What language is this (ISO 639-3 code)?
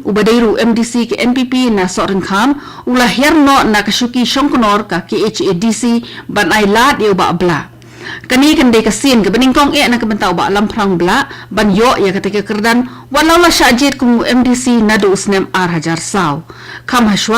kha